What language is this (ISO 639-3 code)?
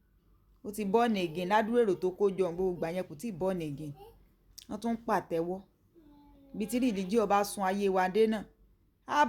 yor